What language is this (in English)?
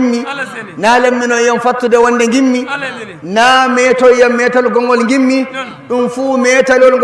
Fula